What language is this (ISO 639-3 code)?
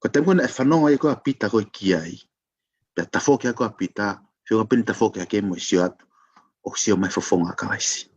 ton